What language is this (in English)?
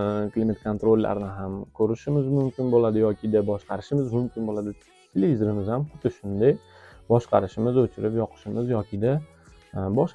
Uzbek